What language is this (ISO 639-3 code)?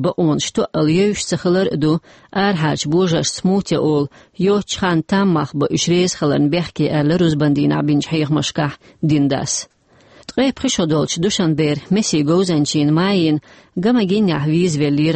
che